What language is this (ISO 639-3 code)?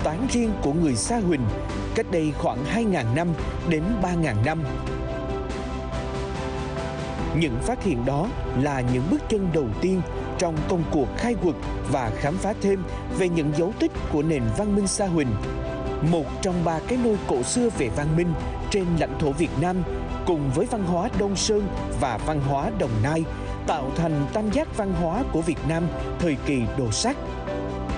vie